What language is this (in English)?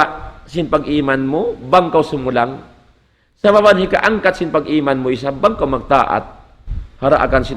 Tausug